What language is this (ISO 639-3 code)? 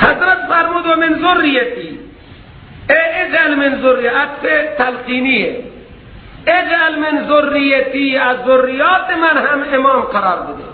fas